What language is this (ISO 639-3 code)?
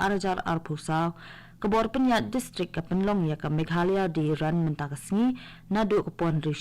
kha